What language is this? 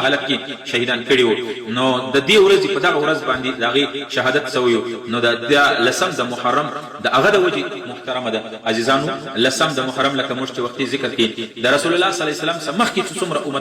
Pashto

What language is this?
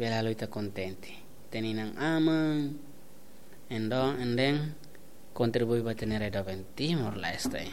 Tetum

